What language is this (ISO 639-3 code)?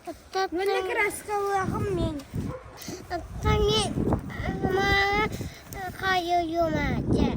sah